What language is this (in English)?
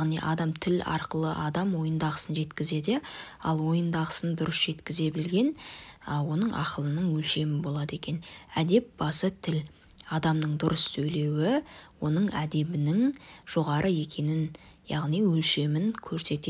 Kazakh